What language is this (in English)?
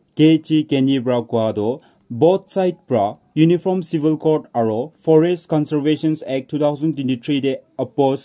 Naga Pidgin